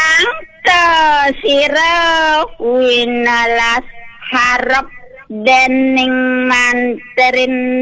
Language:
Balinese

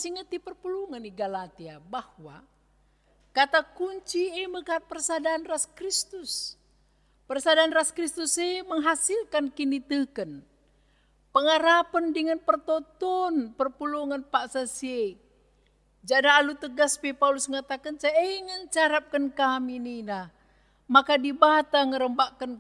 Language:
Batak Karo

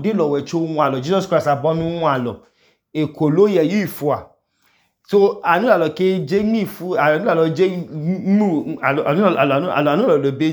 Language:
Idoma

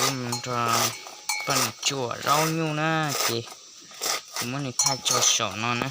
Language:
Hmong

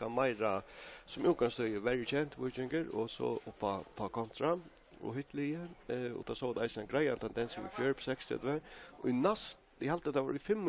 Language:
Faroese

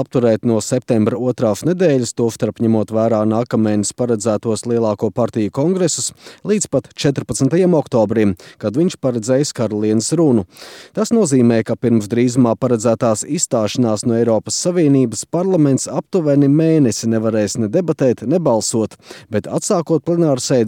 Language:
Latvian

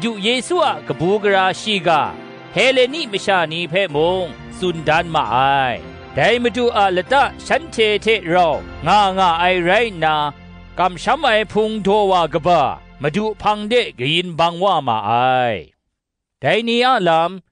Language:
Kachin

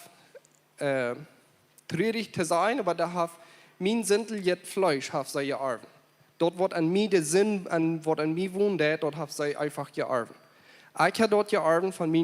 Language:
Plautdietsch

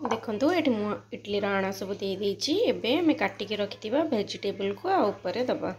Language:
Odia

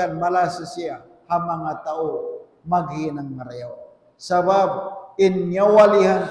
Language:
Tausug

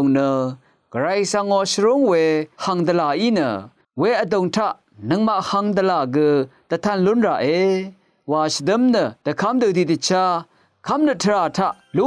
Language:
Rawang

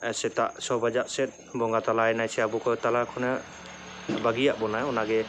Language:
Santali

